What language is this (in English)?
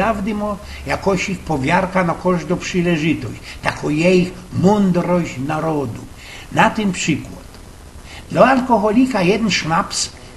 Silesian